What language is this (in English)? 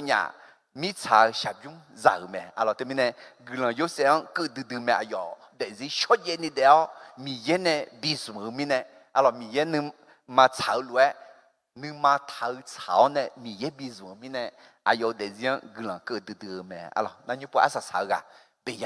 Akha